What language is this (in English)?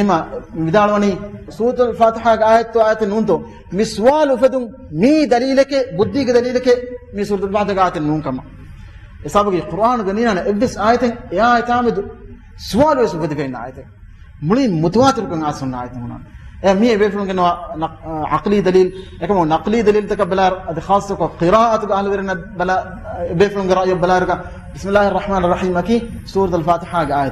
Divehi